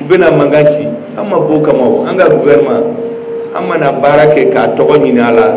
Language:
Bambara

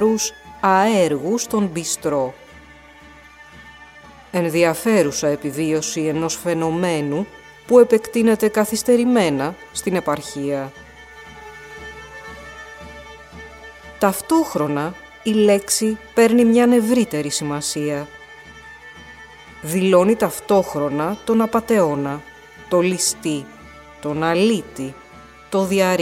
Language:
Greek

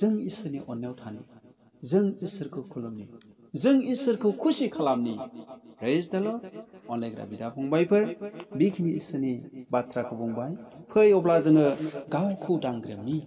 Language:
Bodo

